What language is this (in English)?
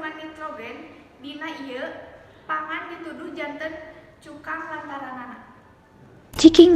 Sundanese